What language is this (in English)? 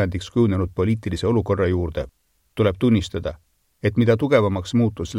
Estonian